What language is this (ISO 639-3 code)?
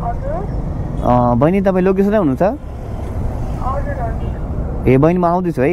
nep